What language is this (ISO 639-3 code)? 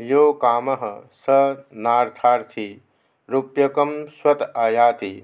san